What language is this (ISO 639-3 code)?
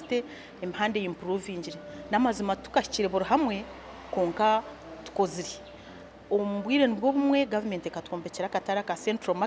nyn